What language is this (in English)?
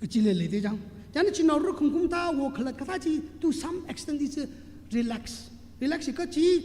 Tangkhul Naga (India)